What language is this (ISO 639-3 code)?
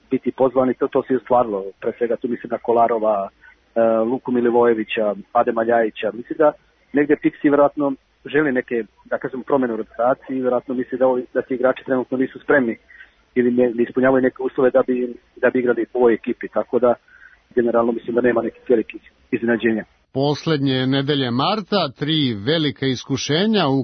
srp